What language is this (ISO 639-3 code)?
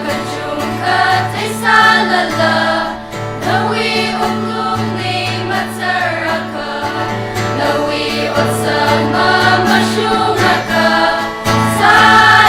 nmf